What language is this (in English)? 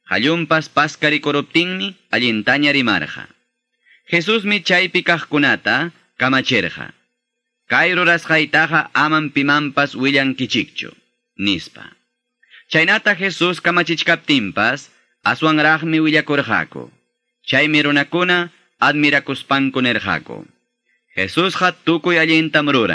Quechua